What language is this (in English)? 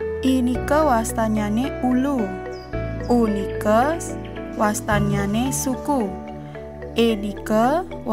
Balinese